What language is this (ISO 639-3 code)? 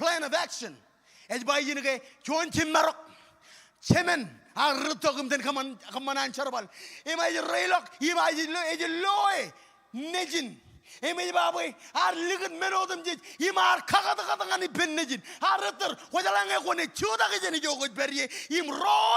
mah